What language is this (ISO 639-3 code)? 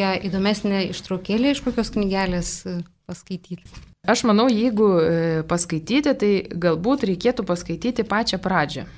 lit